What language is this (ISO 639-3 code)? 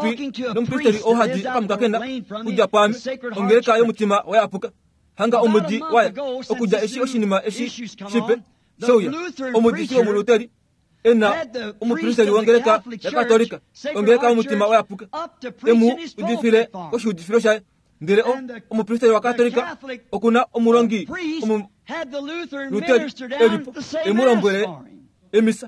kua